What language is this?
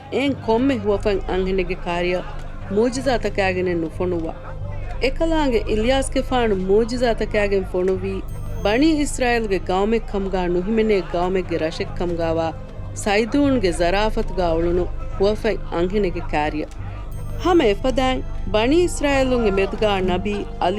Divehi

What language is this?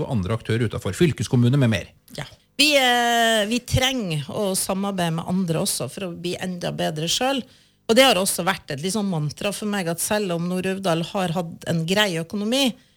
Norwegian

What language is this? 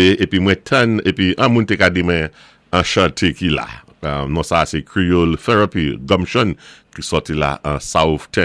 Saint Lucian Creole French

